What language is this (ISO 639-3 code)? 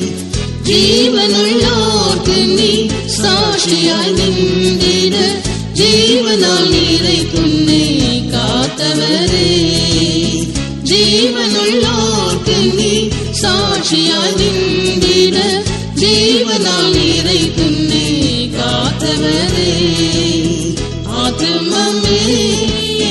tam